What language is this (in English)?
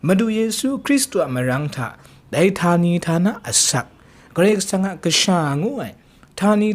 Kachin